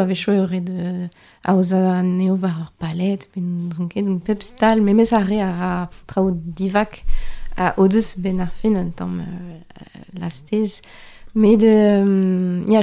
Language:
Breton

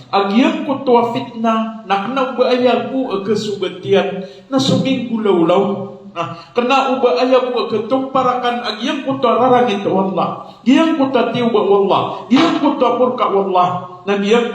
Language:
Maranao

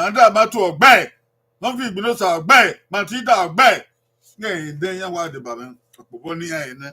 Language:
Bini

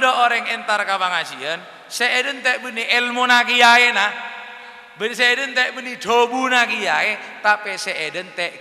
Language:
Madurese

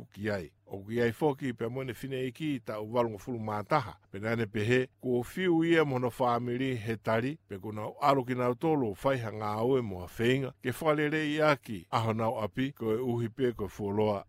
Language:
Tongan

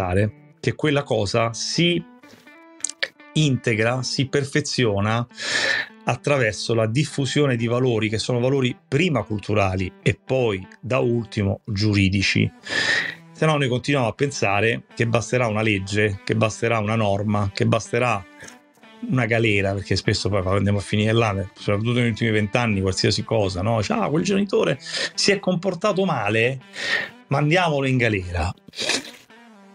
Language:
Italian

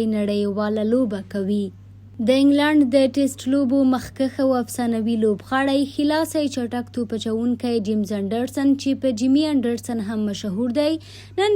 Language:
Pashto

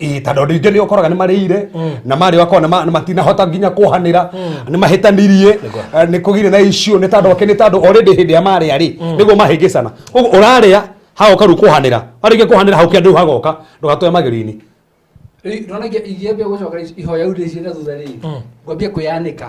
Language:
Kikuyu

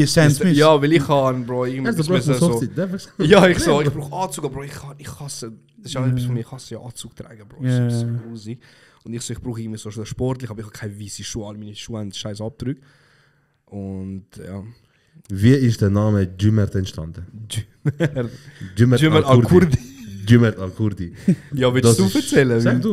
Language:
Swiss German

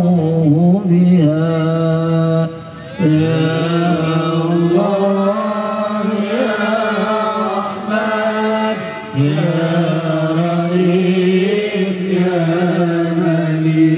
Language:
Arabic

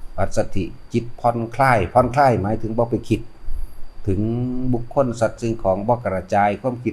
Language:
Northeastern Thai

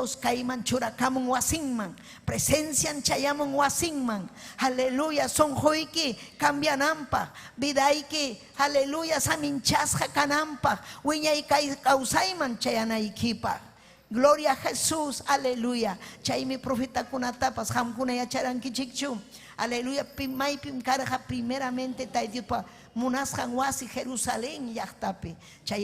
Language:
Ayacucho Quechua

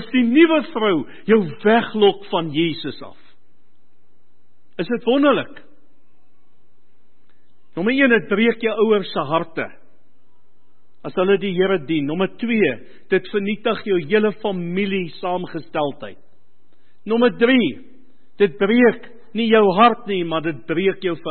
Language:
Afrikaans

